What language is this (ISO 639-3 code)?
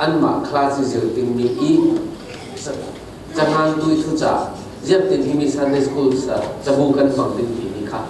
cfm